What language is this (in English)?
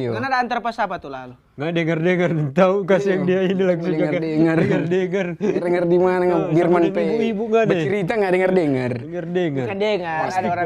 Manado Malay